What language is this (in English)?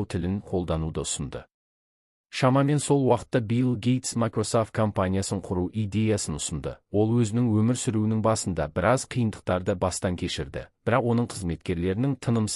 Kazakh